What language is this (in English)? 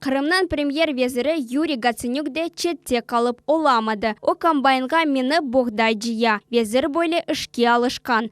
Crimean Tatar